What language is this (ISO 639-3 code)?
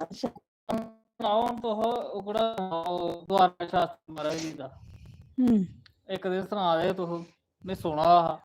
doi